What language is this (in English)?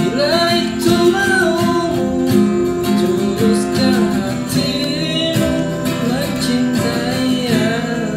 Banjar